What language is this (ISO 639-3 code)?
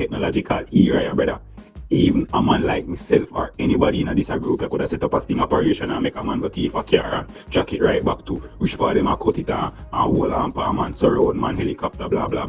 jam